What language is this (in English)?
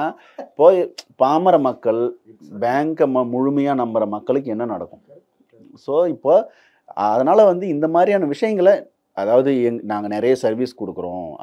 Tamil